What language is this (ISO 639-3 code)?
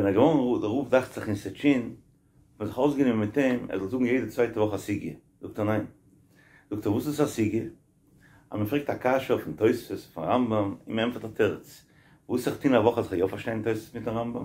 yid